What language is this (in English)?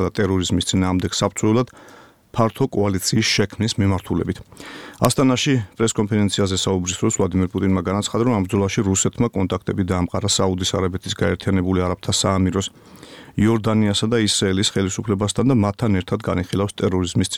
Georgian